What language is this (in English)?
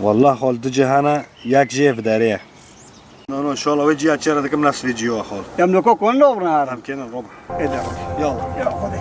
Kurdish